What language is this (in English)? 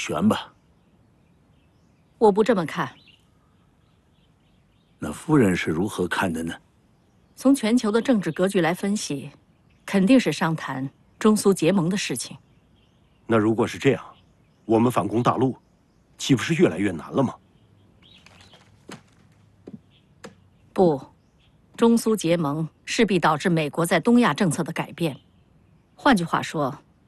Chinese